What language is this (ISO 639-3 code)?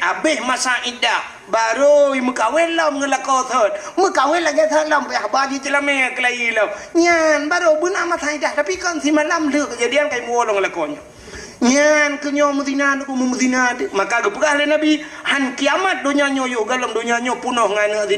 ace